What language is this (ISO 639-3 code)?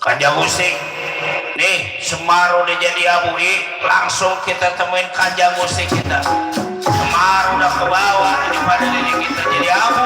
bew